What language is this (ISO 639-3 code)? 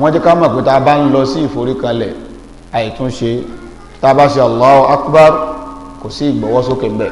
yor